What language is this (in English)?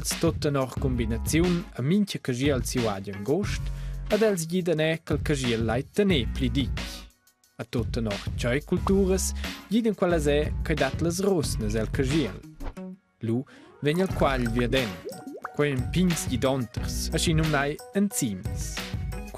Romansh